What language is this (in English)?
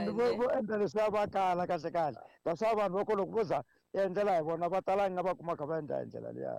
Tsonga